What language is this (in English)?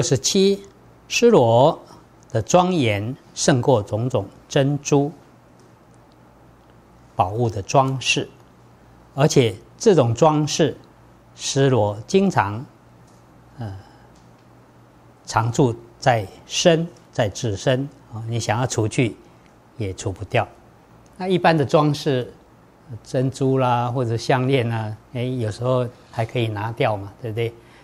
Chinese